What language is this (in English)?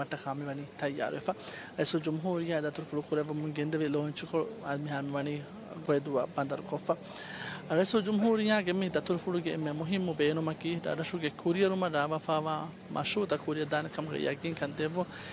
Divehi